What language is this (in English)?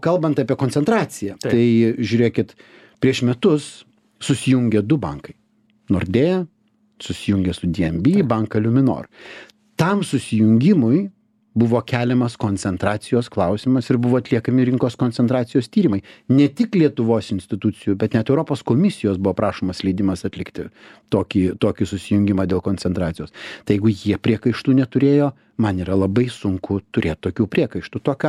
Lithuanian